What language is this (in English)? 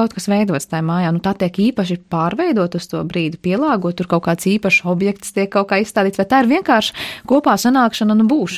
Latvian